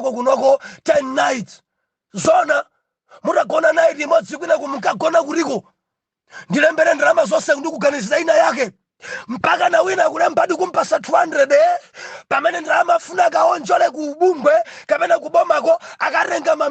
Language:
Nyanja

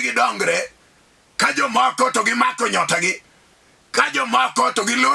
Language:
Luo (Kenya and Tanzania)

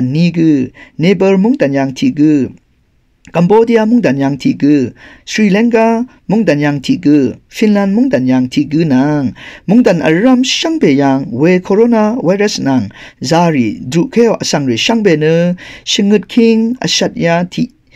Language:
Rawang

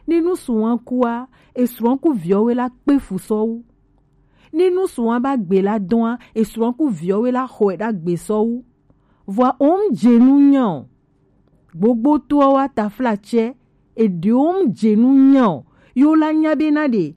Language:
Gen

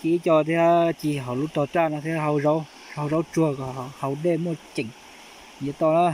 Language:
Hmong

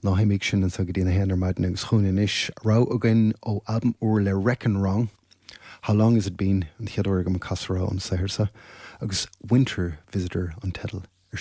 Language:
Irish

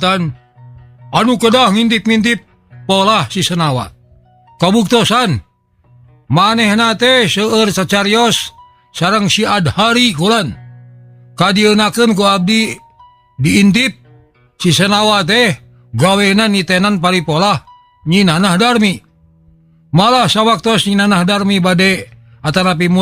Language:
Sundanese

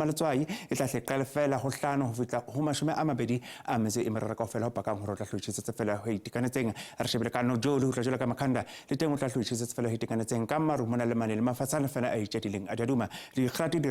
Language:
Southern Sotho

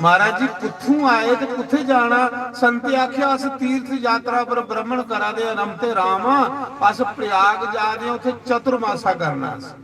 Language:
Dogri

